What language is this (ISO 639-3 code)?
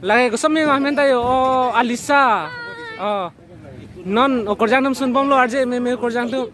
mjw